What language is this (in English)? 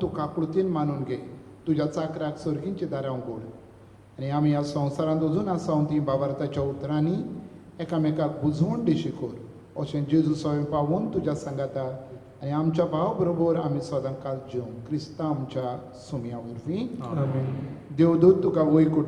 Konkani